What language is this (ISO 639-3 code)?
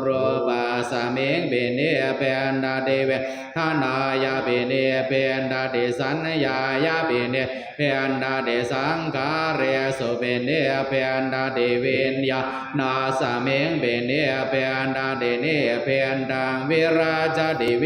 pli